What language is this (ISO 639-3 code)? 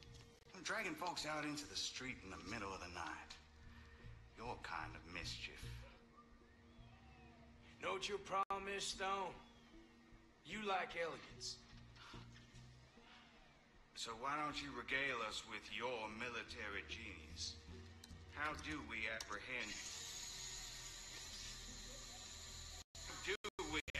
eng